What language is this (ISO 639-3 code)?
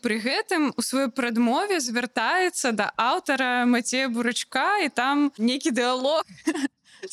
bel